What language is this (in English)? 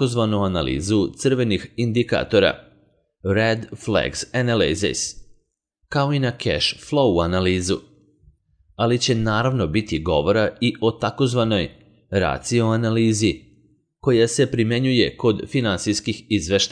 Serbian